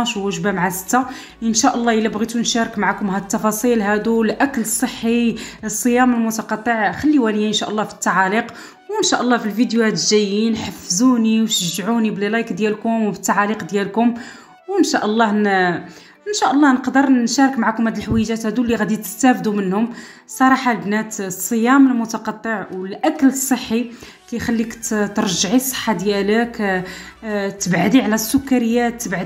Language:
Moroccan Arabic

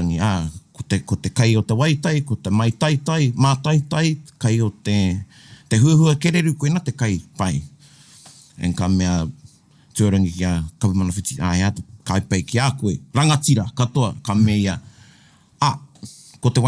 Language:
Māori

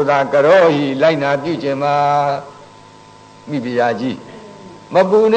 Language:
Burmese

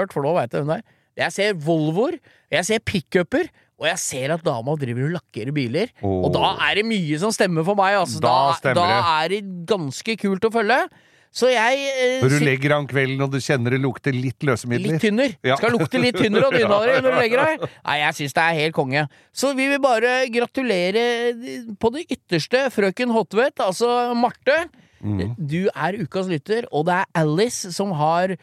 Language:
Norwegian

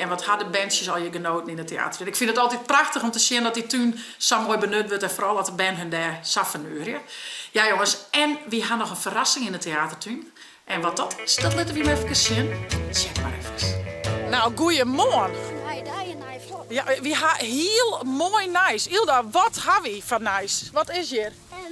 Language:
Western Frisian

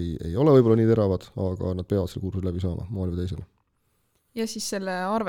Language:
Estonian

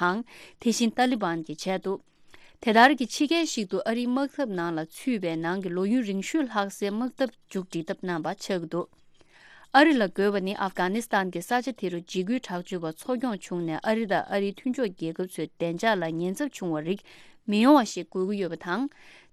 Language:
Tibetan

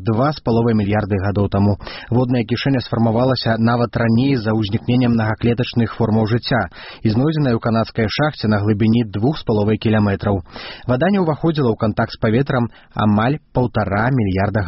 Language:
Belarusian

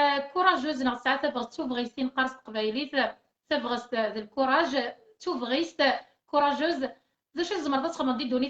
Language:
Kabyle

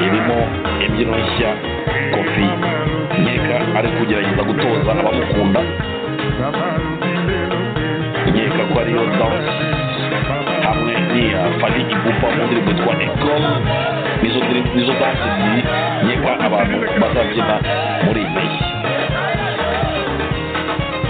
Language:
Kinyarwanda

